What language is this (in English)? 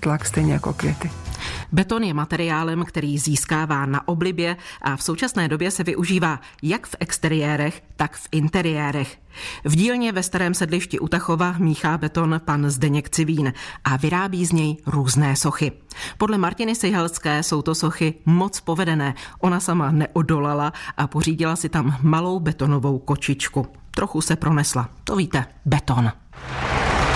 Czech